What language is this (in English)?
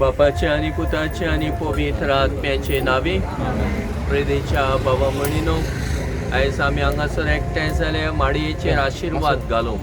Konkani